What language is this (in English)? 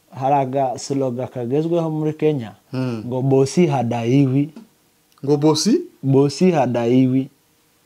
Kinyarwanda